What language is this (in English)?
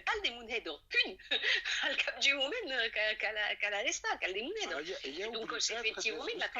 Occitan